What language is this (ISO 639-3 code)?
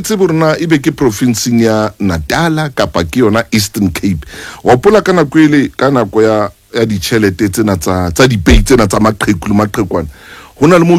sot